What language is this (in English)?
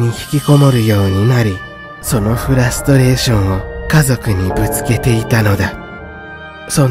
Japanese